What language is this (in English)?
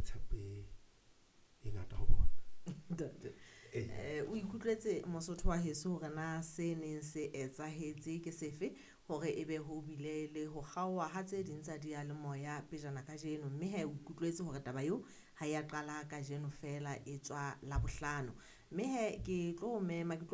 Southern Sotho